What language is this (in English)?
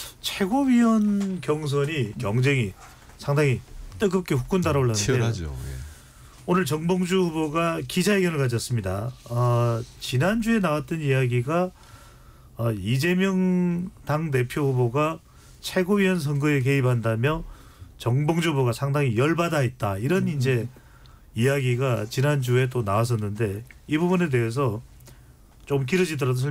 Korean